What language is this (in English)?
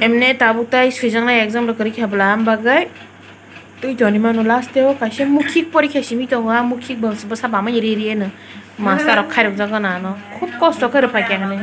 Kok Borok